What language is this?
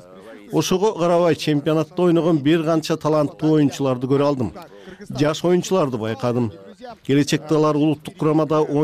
Kyrgyz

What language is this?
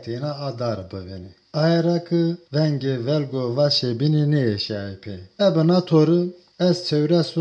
Zaza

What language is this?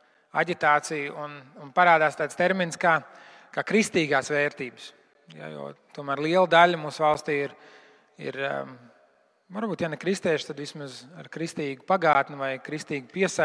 Latvian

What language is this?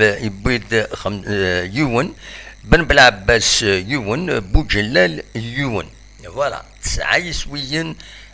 Kabyle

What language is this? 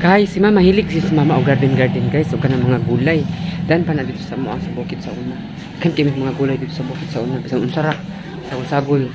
Cebuano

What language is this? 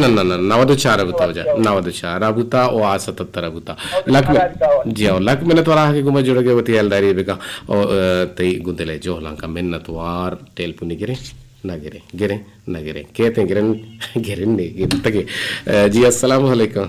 Eastern Balochi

